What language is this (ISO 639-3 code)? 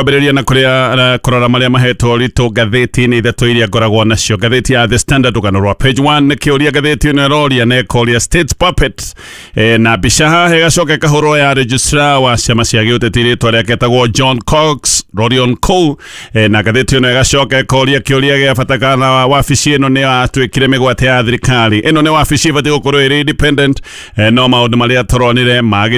kik